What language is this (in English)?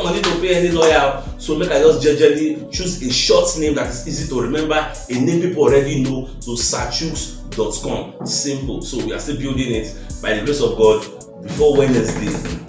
Nigerian Pidgin